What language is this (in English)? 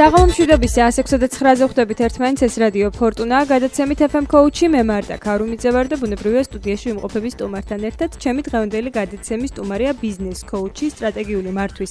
Georgian